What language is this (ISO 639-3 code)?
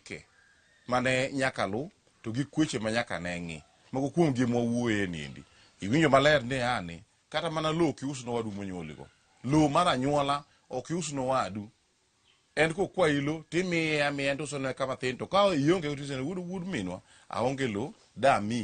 luo